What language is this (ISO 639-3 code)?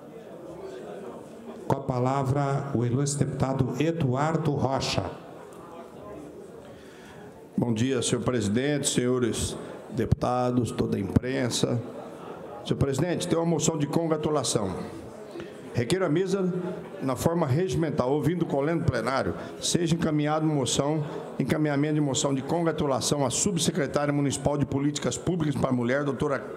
por